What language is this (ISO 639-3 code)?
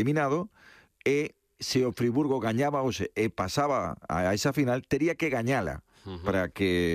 glg